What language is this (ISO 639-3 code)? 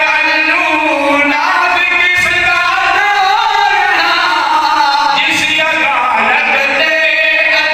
skr